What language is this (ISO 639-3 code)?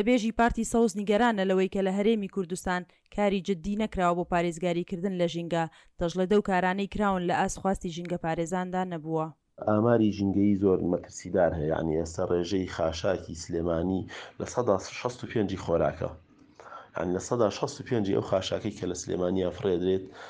ckb